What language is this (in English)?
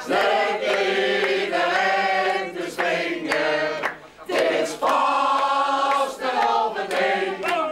Limburgish